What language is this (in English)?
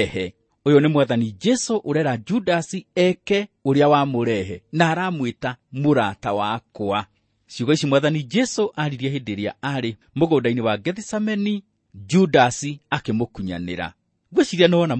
Kikuyu